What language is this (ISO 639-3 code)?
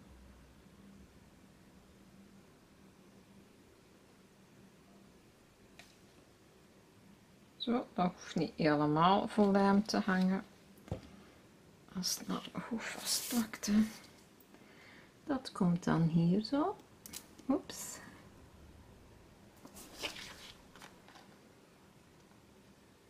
nld